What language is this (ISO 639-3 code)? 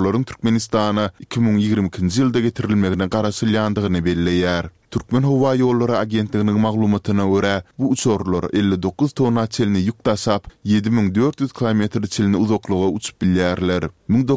tuk